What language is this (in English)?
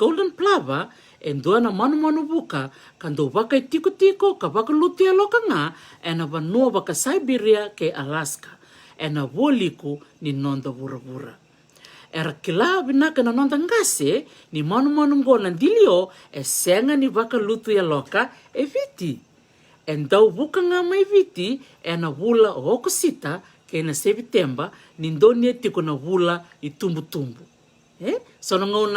Fijian